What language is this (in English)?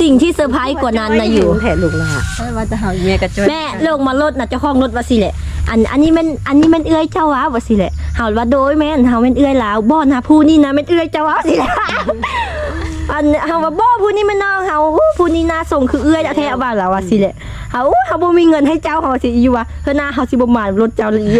Lao